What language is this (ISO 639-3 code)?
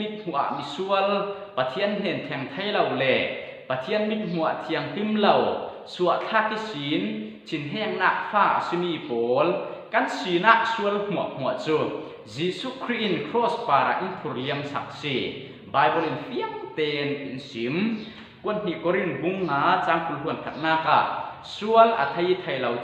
cfm